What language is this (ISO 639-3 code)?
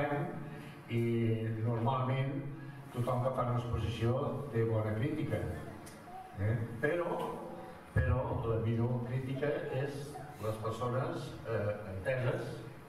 cat